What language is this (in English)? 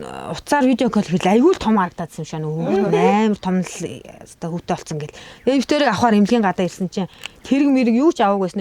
Mongolian